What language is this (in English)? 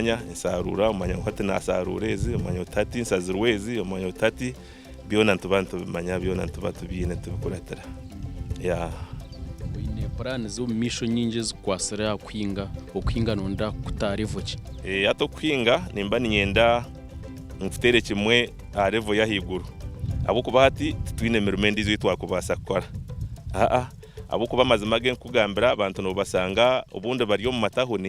Nyankole